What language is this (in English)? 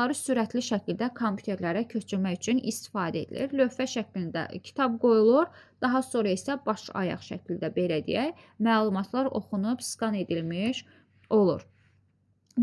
Azerbaijani